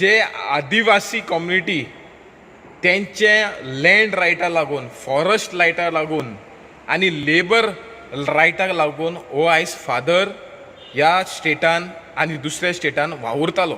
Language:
Konkani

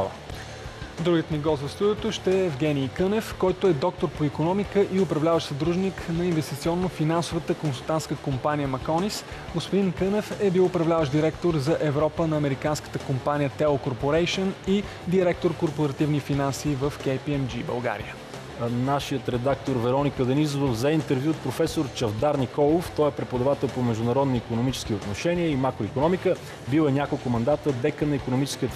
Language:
Bulgarian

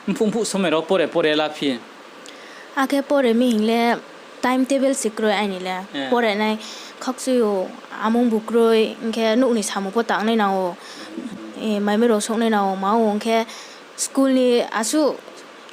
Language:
Riang (India)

